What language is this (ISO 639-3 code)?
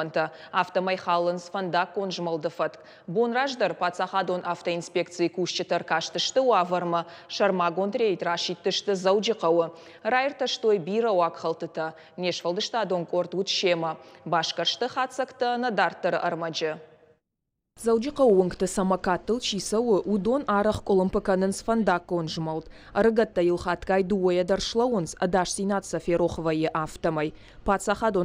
oss